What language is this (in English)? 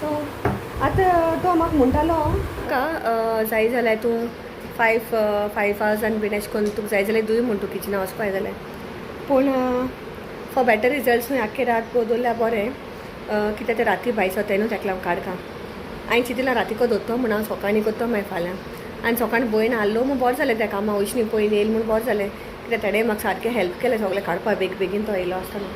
Konkani